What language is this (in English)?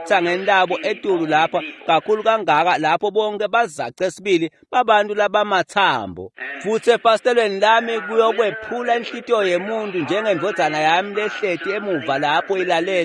Swati